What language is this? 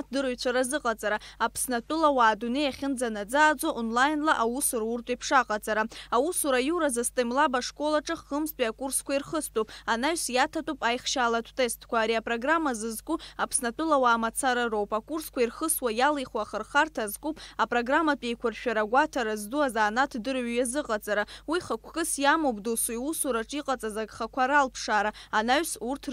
Abkhazian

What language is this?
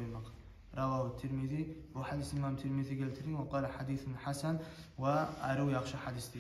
Kumyk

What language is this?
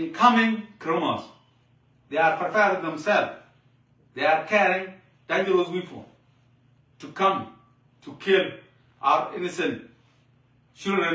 Nuer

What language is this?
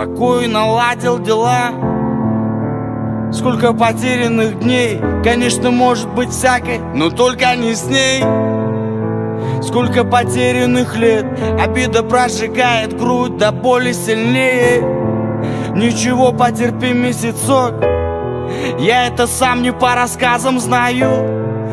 Russian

